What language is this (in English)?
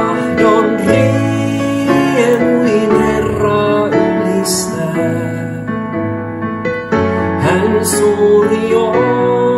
Finnish